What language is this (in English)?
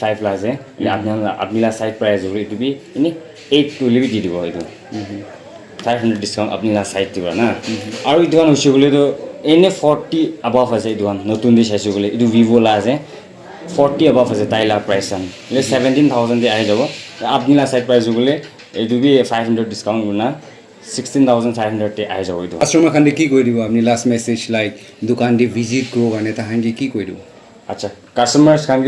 Naga Pidgin